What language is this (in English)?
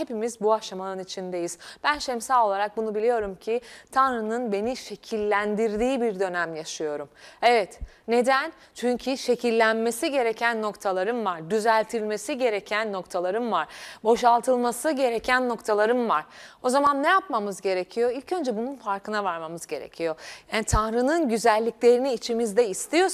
Turkish